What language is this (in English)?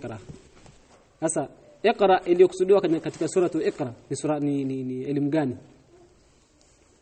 Swahili